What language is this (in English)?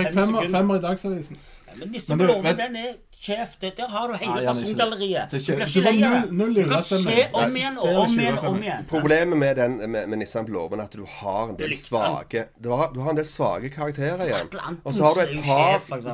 Norwegian